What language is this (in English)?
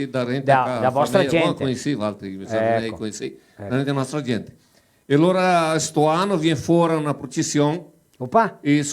Venetian